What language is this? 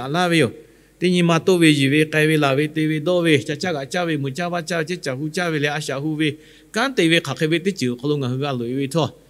Lahu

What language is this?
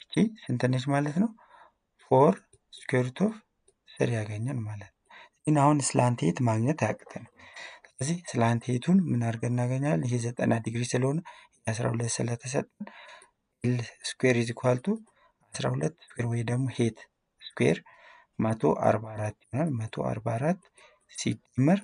Amharic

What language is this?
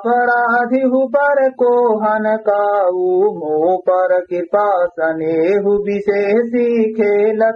Awadhi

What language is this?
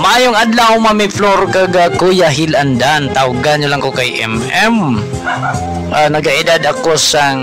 Hiligaynon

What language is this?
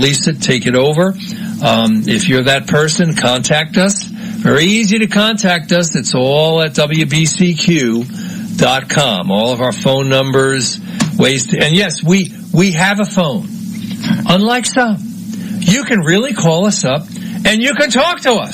English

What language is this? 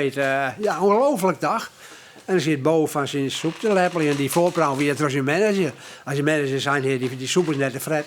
Western Frisian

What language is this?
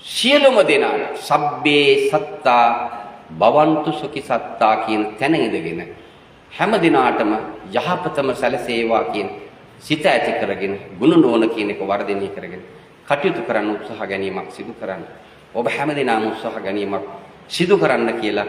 Sinhala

